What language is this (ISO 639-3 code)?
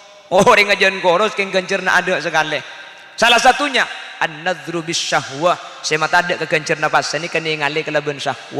mad